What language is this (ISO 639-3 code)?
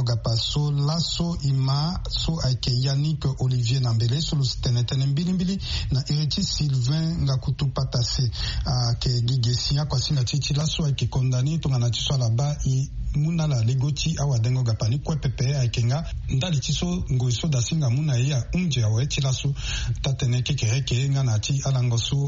sag